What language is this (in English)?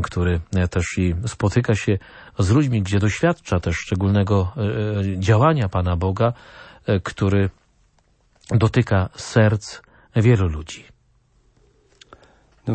Polish